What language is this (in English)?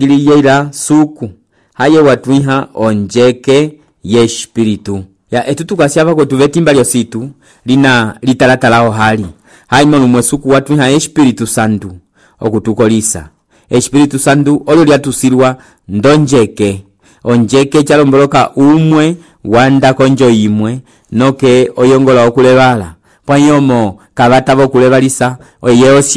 Umbundu